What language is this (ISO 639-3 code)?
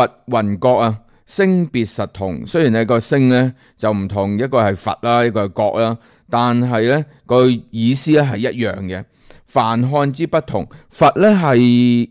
yue